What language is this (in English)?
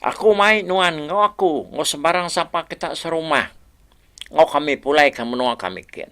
Iban